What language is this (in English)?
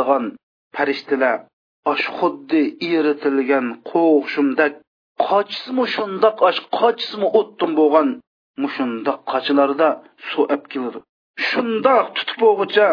Uyghur